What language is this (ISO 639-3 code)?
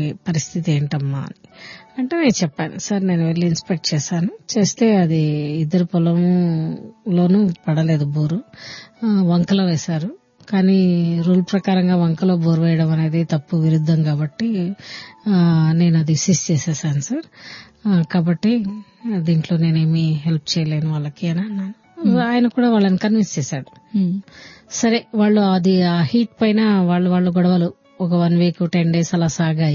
tel